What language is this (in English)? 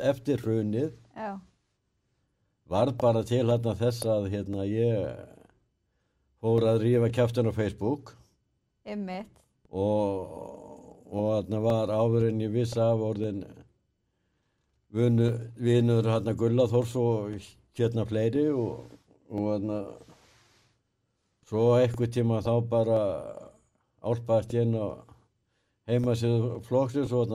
Icelandic